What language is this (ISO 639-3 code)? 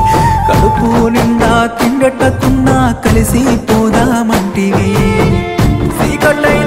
tel